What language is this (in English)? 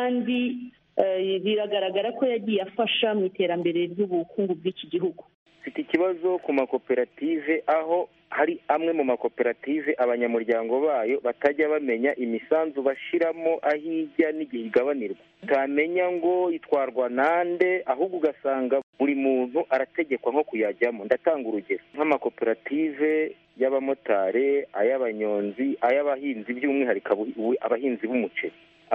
Kinyarwanda